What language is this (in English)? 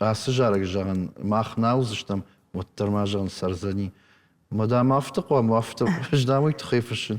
Ossetic